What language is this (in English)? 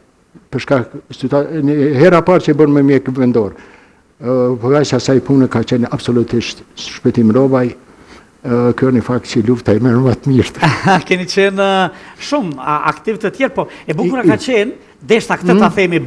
Albanian